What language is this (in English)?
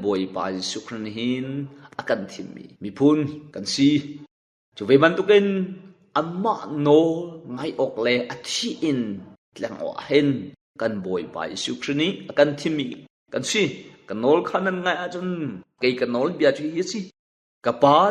Hakha Chin